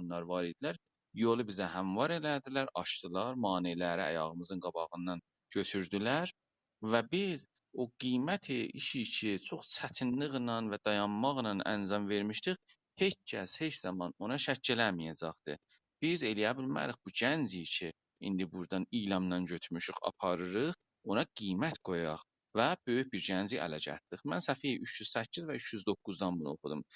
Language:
South Azerbaijani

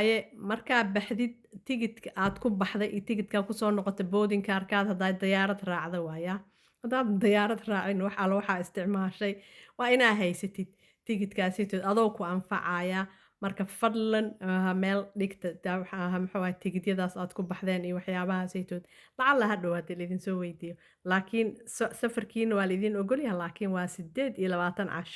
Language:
Somali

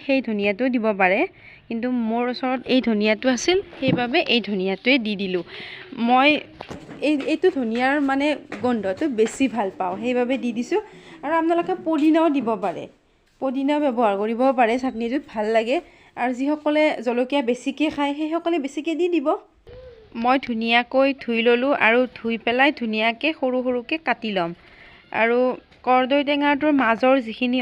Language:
Assamese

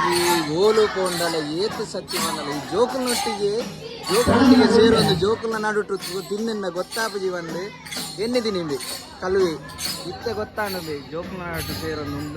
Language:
Tulu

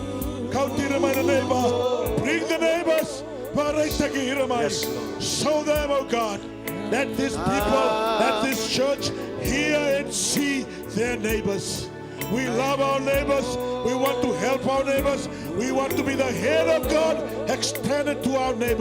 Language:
Fijian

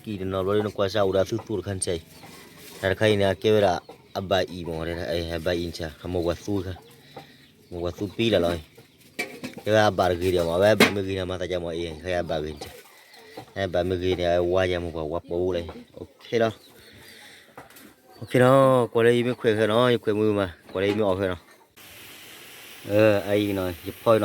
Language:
S'gaw Karen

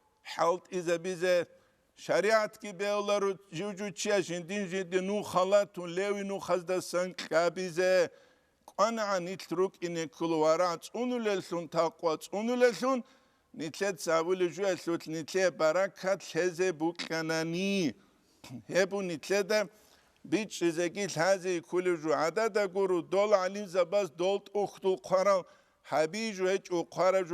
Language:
Avaric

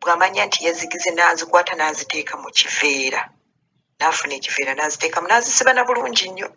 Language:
Ganda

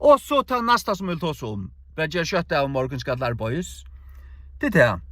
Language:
Faroese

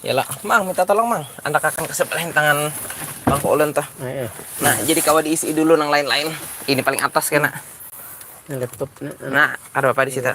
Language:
Banjar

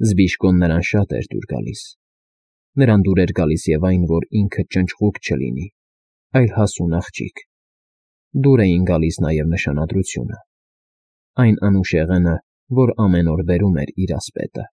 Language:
Armenian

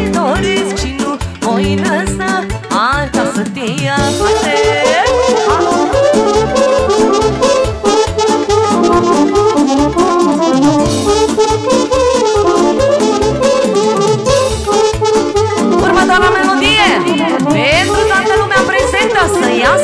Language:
Romanian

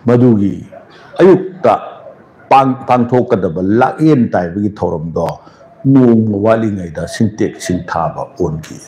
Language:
Manipuri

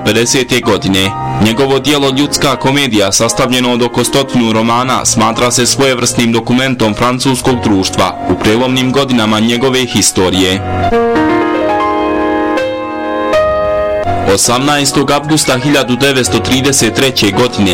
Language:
Bosnian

